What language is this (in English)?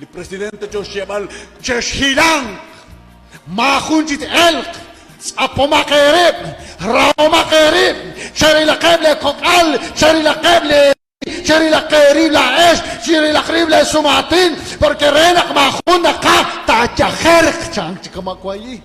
Kekchí